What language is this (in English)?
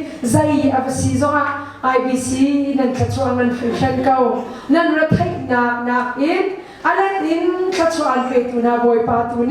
Hakha Chin